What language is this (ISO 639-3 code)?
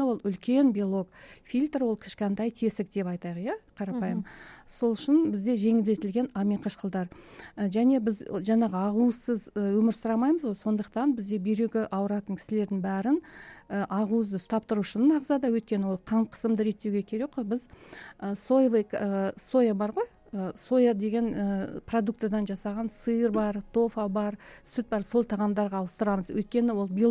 kaz